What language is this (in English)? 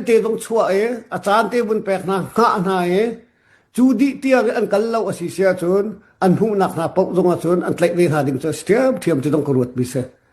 Hakha Chin